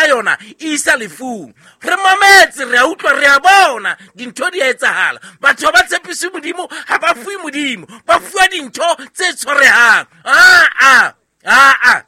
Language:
Southern Sotho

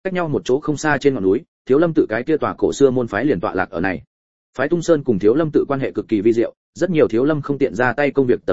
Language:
Vietnamese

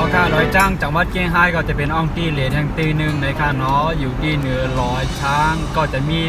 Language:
Shan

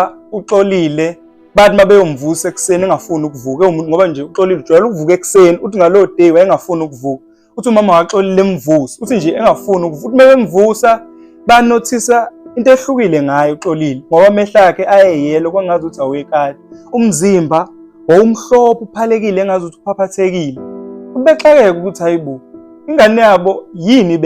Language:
Zulu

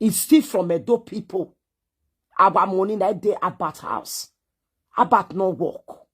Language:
Nigerian Pidgin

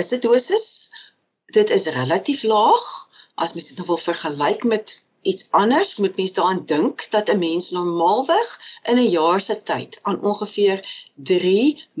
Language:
Afrikaans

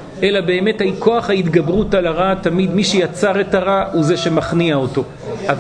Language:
Hebrew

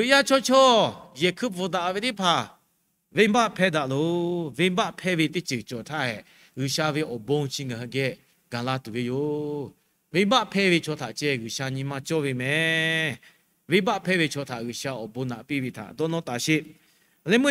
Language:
Lahu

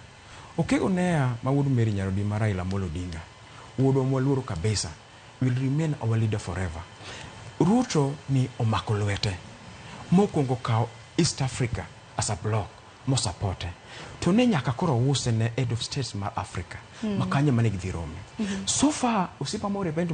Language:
Luo (Kenya and Tanzania)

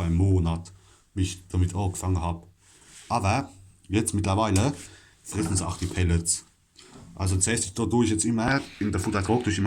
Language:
Palatine German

